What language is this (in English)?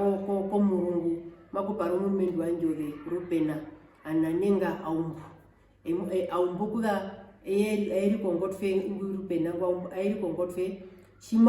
Herero